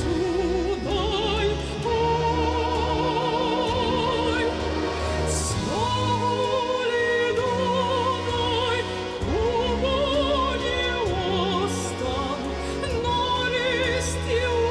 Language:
Ossetic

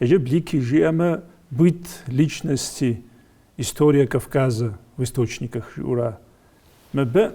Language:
Kabardian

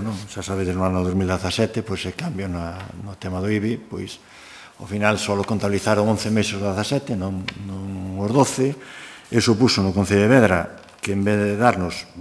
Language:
Galician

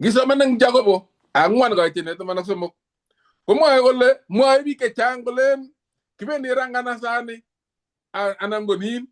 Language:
Kalenjin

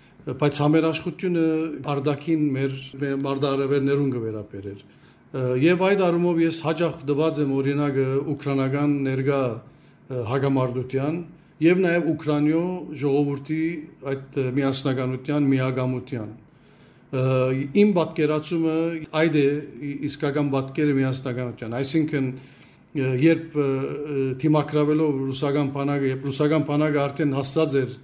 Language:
Western Armenian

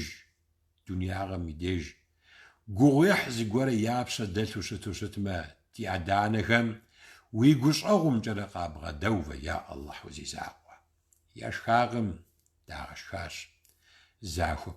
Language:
Kabardian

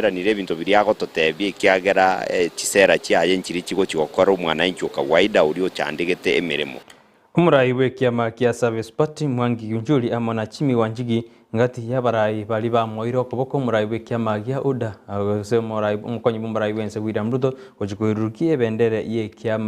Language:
Gusii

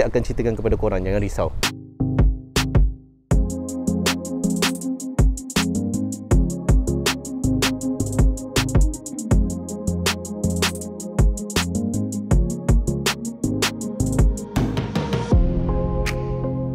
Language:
Malay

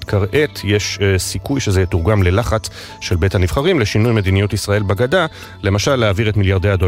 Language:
Hebrew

